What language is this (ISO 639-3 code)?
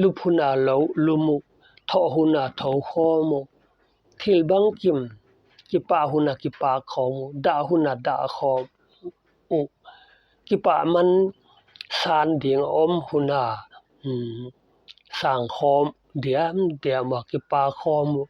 pck